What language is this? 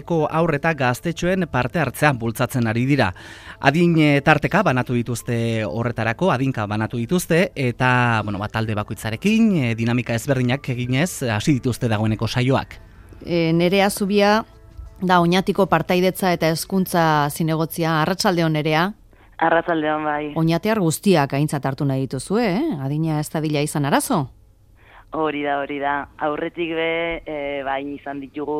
Basque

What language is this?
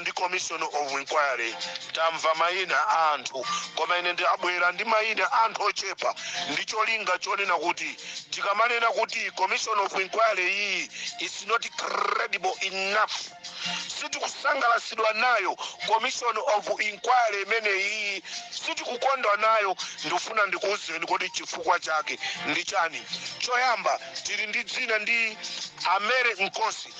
Nyanja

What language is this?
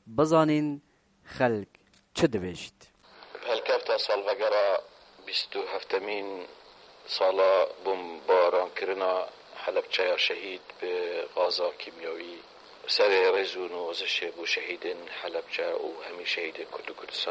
Kurdish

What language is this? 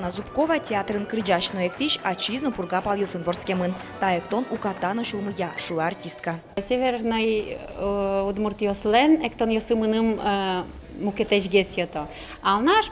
Udmurt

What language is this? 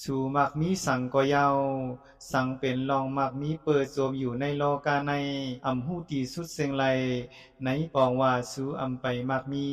Shan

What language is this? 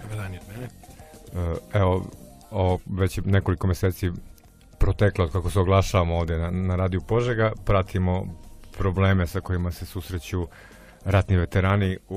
Serbian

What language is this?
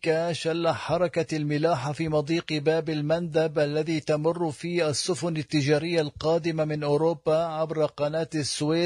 Arabic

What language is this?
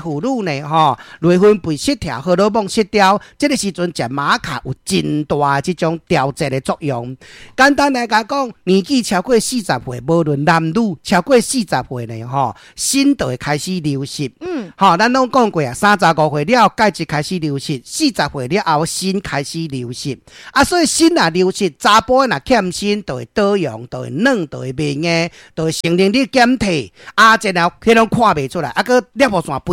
Min Nan Chinese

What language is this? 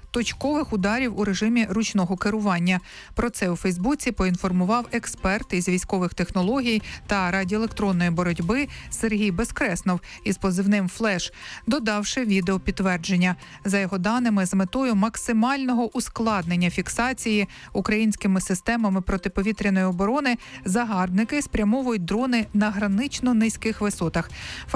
Ukrainian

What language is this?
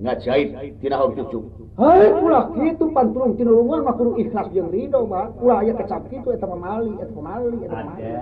Sundanese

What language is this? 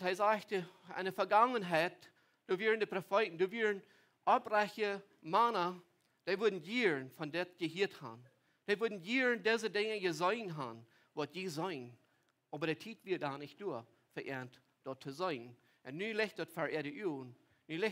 Plautdietsch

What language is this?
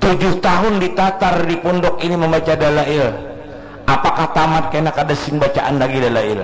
Banjar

